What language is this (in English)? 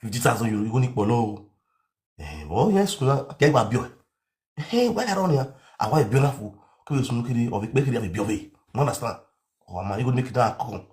Nigerian Pidgin